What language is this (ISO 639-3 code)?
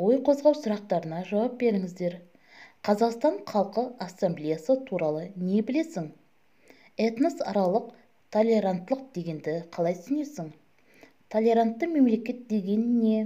kaz